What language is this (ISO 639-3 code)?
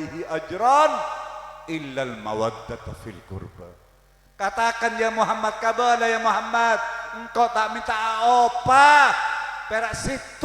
mad